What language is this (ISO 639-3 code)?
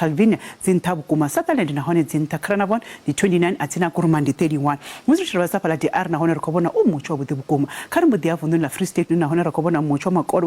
ven